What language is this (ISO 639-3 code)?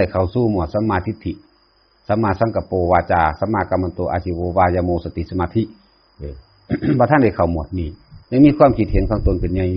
tts